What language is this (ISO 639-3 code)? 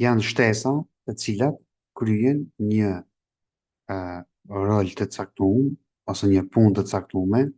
sqi